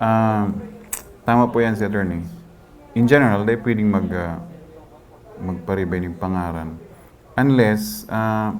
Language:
Bikol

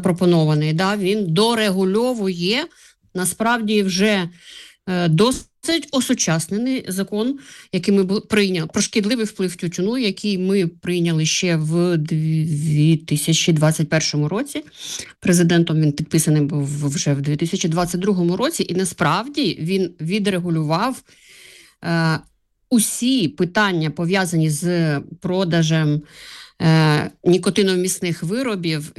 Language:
Ukrainian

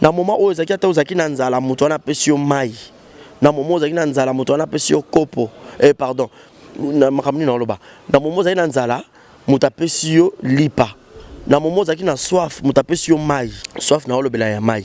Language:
Lingala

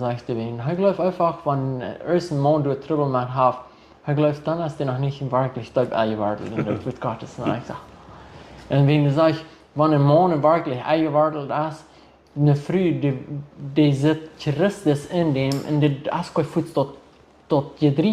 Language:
Plautdietsch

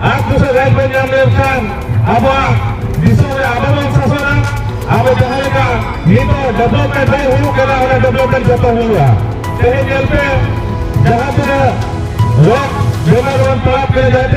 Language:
Santali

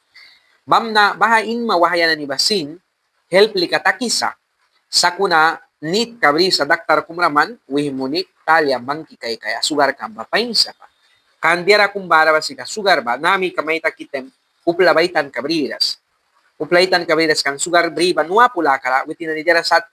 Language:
Mískito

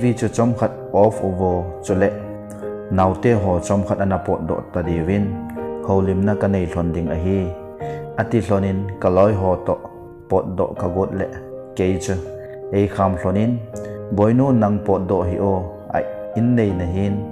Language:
Thado Chin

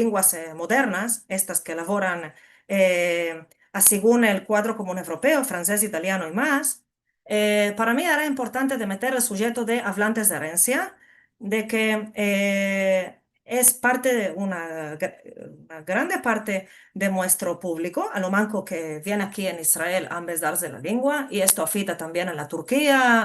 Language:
Ladino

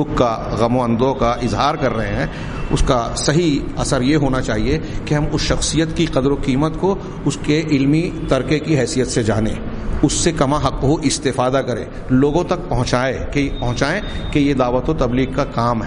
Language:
Urdu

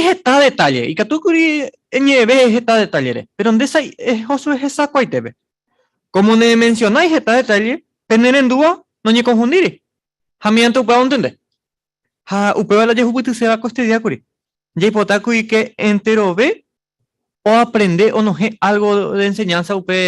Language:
Guarani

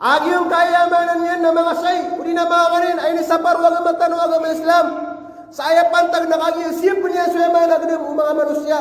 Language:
Maranao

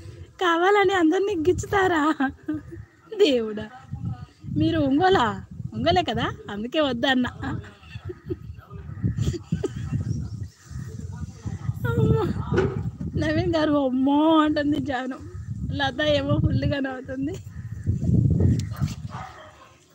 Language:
Telugu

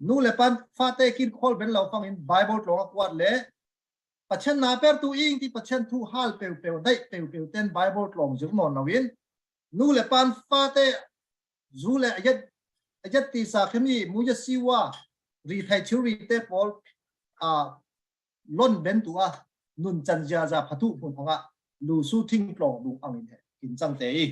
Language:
Falam Chin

